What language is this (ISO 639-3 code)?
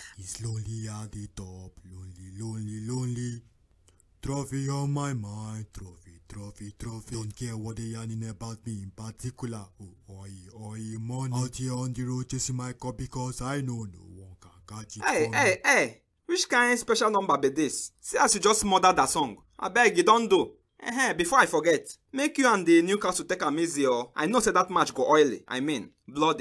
pcm